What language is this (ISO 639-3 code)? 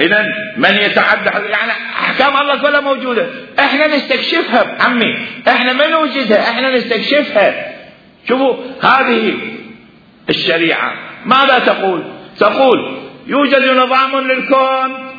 acm